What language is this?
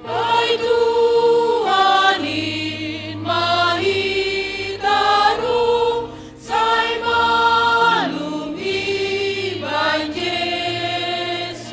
Batak Simalungun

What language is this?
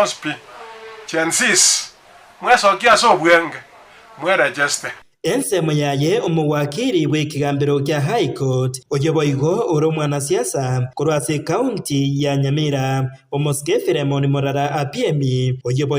Gusii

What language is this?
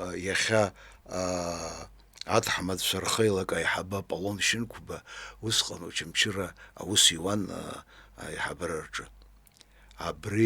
Abkhazian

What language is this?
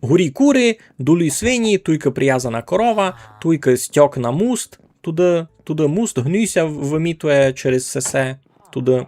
Rusyn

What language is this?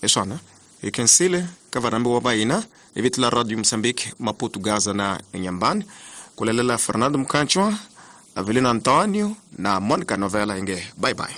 Tsonga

